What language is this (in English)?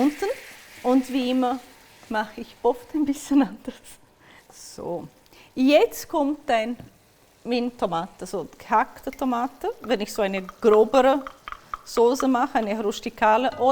Swiss German